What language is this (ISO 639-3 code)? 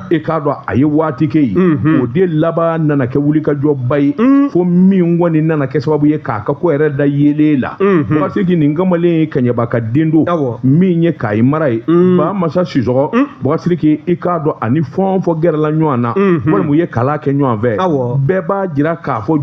bam